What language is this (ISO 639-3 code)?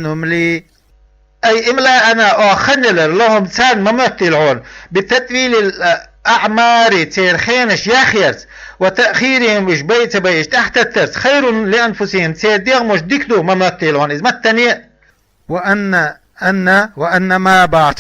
che